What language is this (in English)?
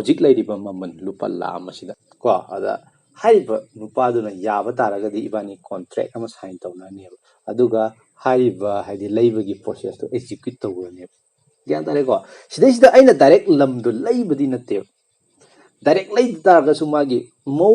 Manipuri